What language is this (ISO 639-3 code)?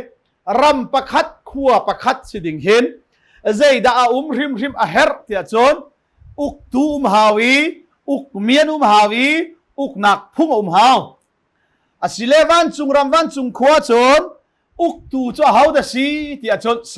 cnh